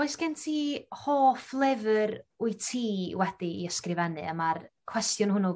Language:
Welsh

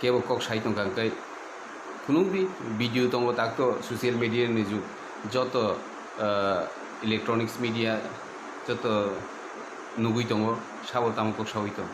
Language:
Kok Borok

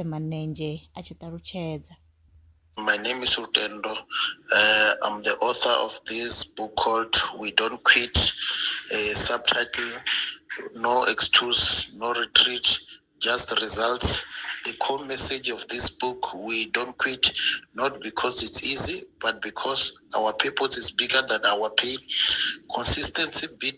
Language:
Venda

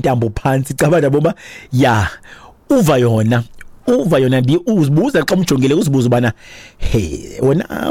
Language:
Xhosa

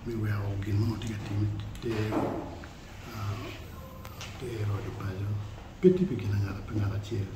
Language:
Acoli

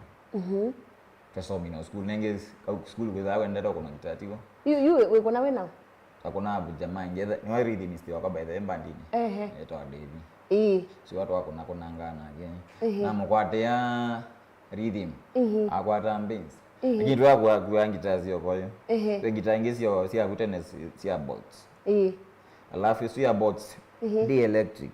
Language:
Kamba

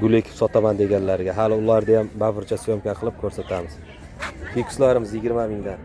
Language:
Uzbek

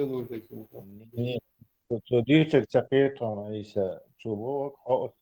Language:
Chechen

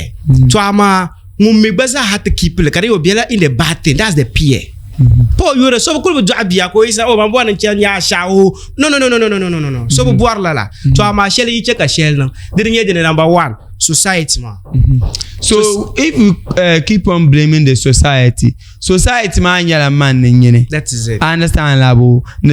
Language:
Dagbani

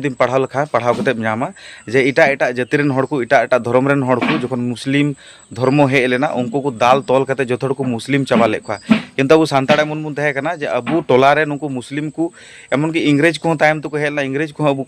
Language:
Santali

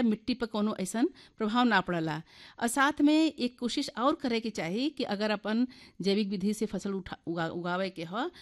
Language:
Bhojpuri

